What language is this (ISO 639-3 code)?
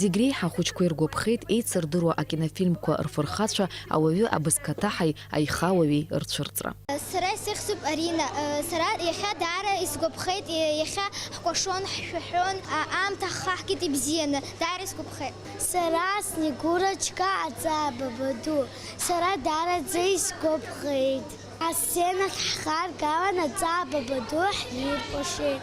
abk